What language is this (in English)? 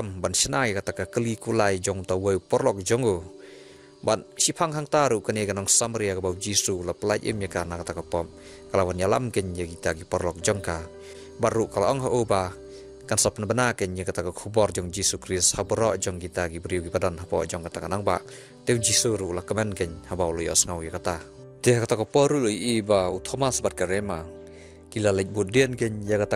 Khasi